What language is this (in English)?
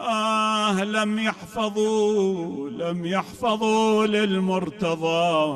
Mesopotamian Arabic